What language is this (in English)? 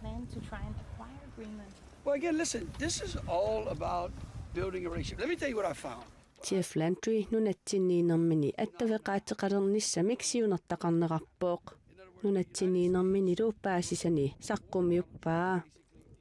Kalaallisut